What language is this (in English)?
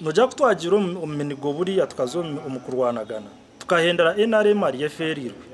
Nyankole